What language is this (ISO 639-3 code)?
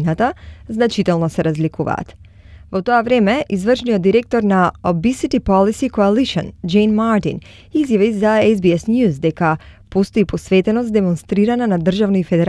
mkd